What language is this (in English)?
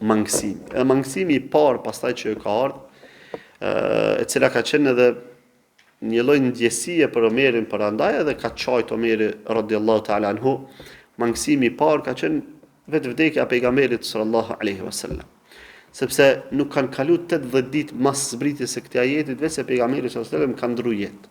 Albanian